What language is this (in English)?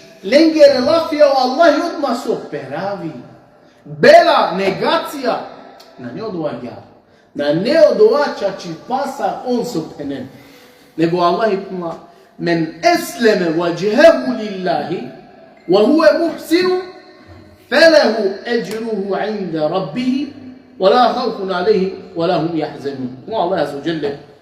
Balkan Romani